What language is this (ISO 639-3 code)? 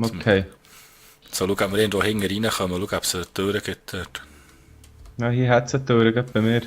gsw